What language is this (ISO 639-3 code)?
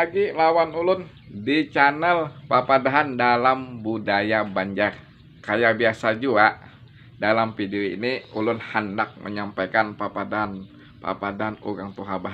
bjn